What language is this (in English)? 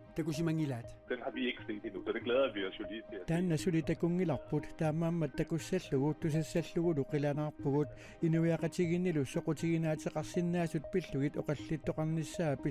Kalaallisut